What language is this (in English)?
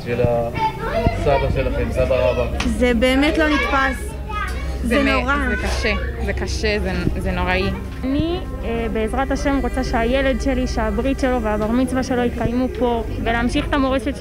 Hebrew